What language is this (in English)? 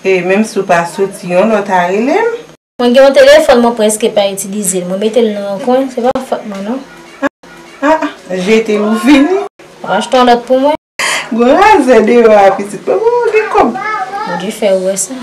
Haitian Creole